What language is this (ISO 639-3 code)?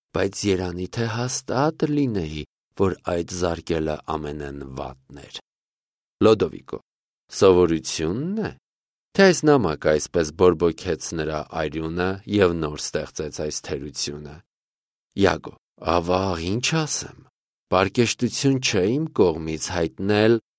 hye